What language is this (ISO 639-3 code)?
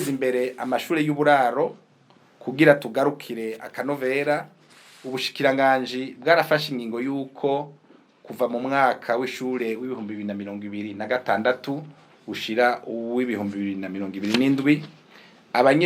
run